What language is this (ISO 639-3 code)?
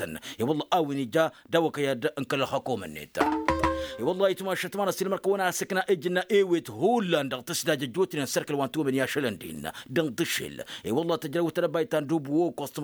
taq